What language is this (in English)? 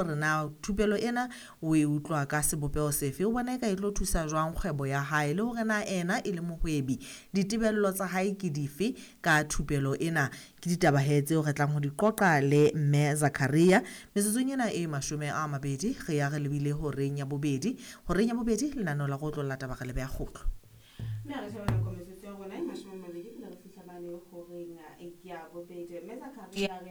Southern Sotho